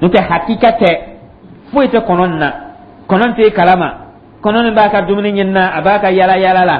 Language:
Dyula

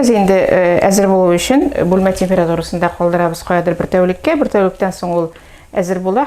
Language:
Tatar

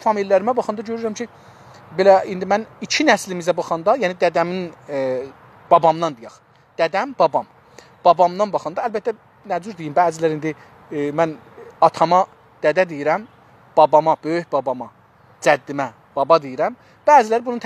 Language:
South Azerbaijani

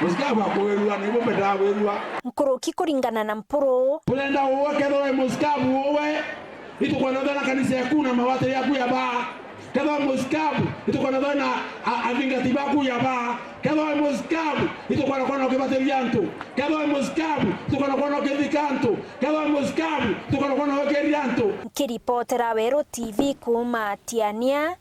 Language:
Meru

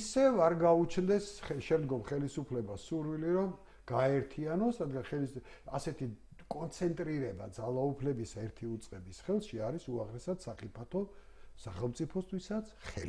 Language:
Georgian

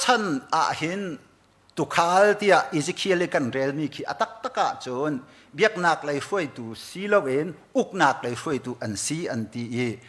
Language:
Hakha Chin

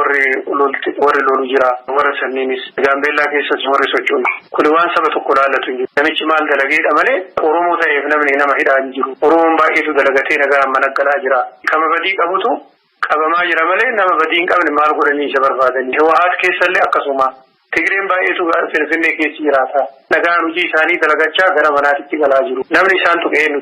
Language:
Oromo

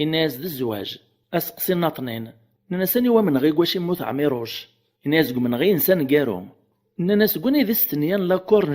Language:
Kabyle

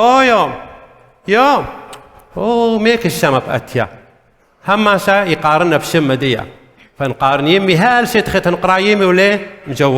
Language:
Assyrian Neo-Aramaic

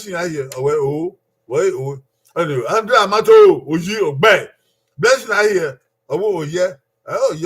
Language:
Bini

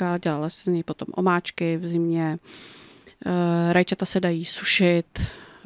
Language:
Czech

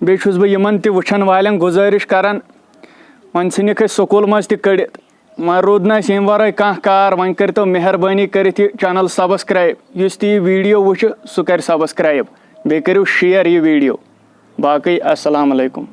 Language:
Kashmiri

